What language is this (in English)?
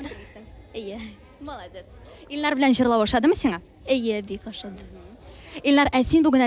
Tatar